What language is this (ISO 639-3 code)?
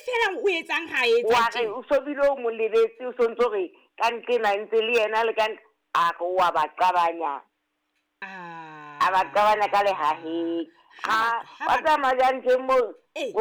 sot